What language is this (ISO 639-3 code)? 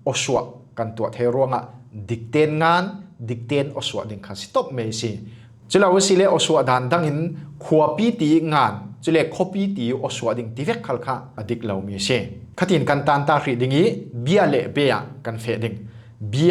cfm